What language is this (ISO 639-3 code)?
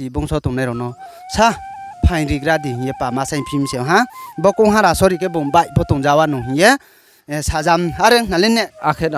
ria